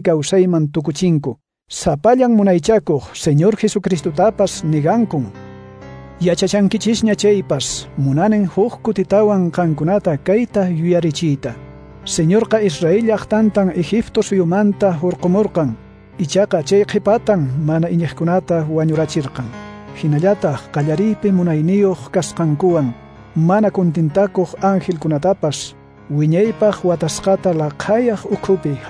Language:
Quechua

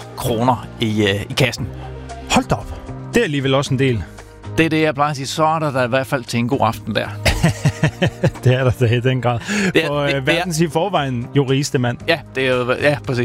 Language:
Danish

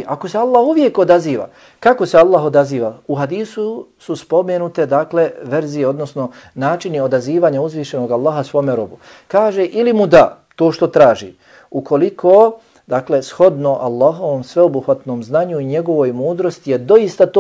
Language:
Bosnian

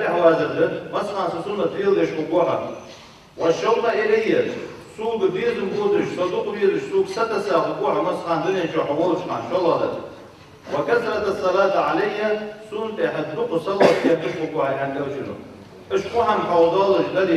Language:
Ingush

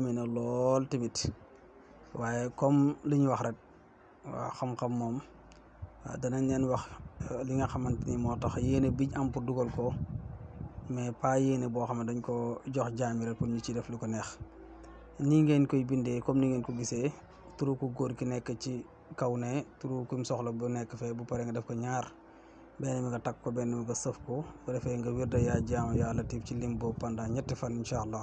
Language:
Wolof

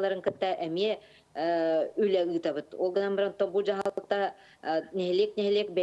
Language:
Yakut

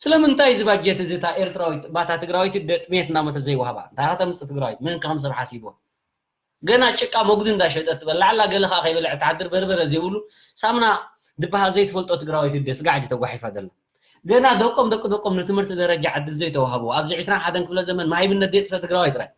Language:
Tigrinya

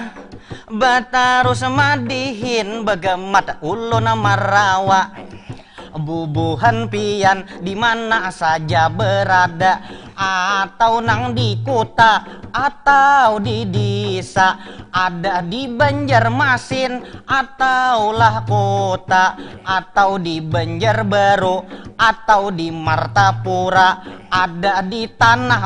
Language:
Banjar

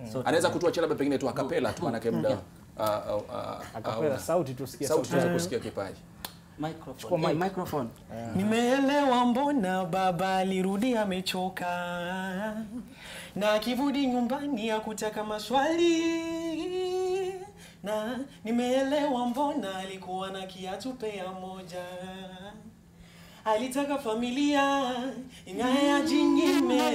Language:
Swahili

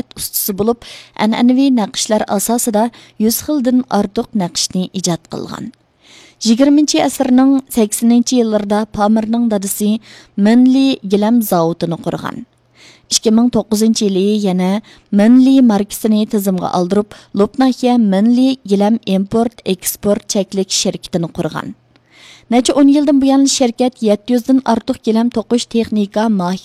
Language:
Uyghur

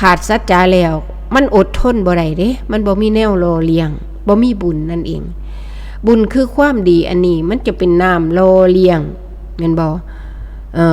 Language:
Northeastern Thai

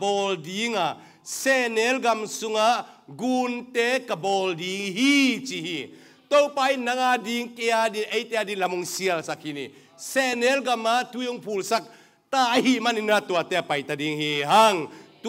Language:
Tedim Chin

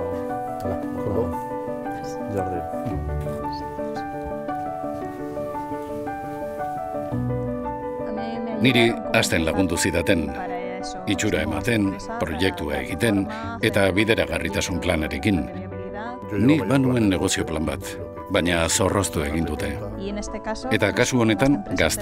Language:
Basque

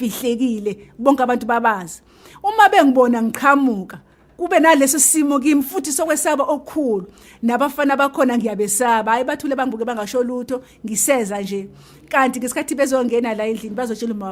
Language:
Zulu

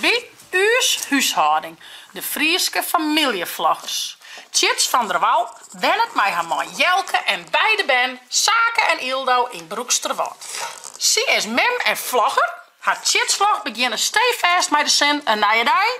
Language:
Western Frisian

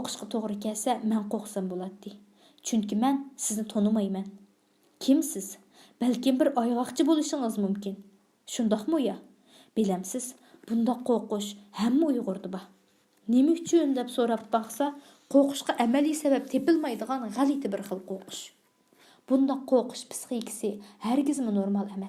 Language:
Uyghur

